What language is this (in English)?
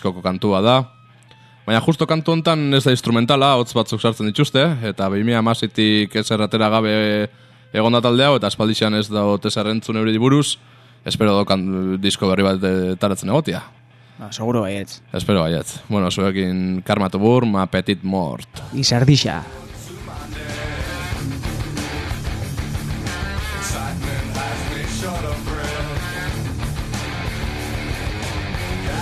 Basque